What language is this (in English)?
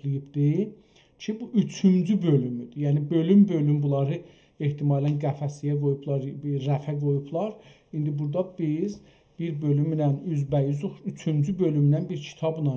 South Azerbaijani